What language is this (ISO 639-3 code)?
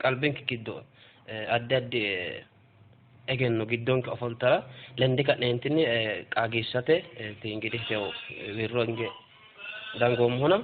sid